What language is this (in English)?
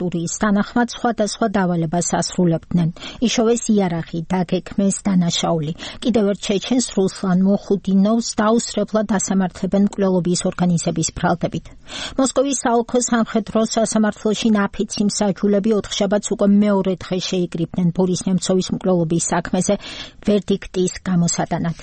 Georgian